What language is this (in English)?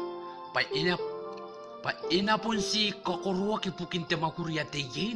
Gilbertese